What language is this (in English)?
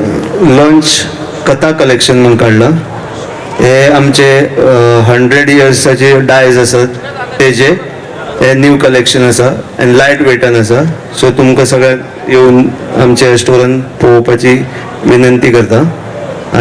Konkani